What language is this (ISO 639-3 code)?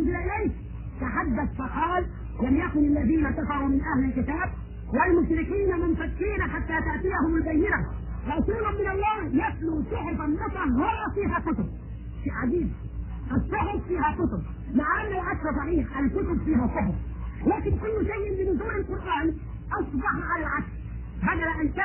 ara